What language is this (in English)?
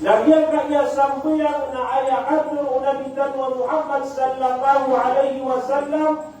Maranao